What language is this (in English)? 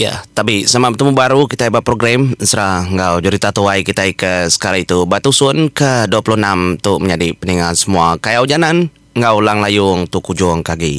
Iban